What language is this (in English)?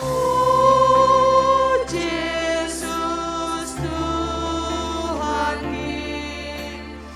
Batak Simalungun